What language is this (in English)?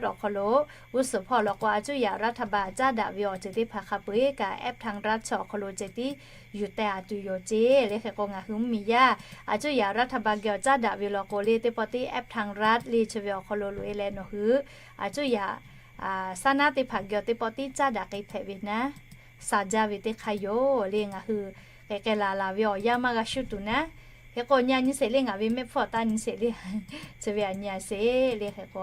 Lahu